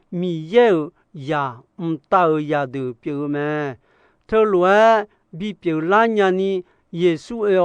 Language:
Akha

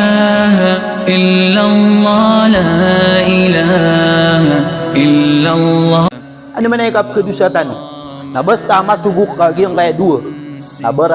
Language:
Maranao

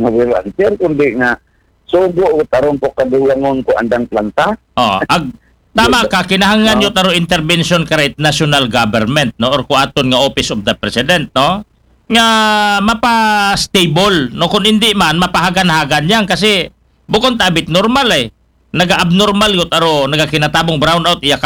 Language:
Aklanon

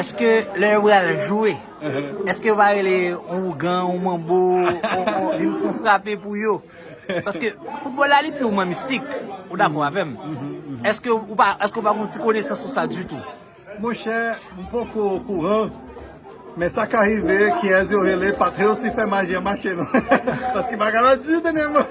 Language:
Haitian Creole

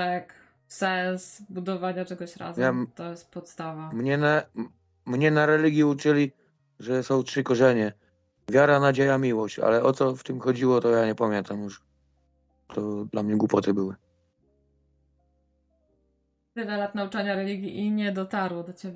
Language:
Polish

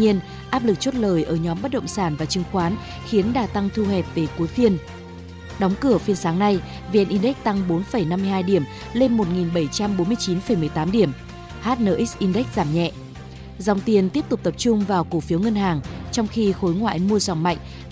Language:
Vietnamese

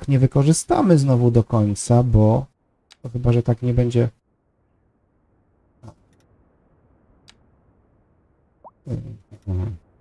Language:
Polish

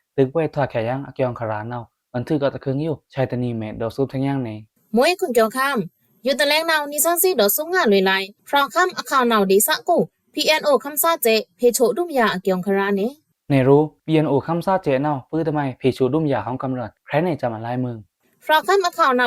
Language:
Pa'o Karen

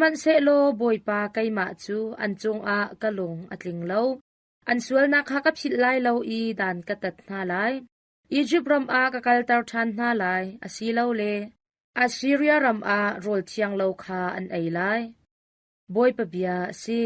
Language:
Hakha Chin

